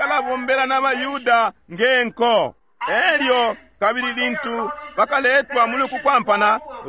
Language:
Bemba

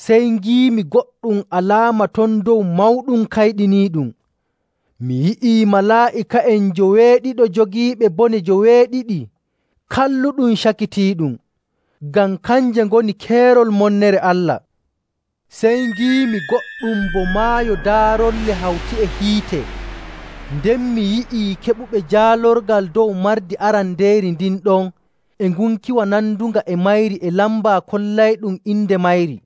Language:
Nigerian Fulfulde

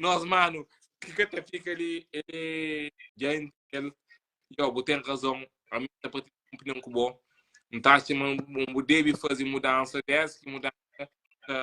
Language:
Kabuverdianu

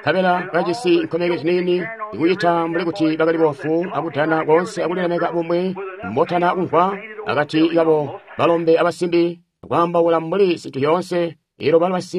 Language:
Tonga (Zambia)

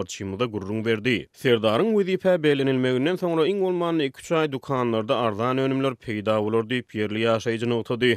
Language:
Turkmen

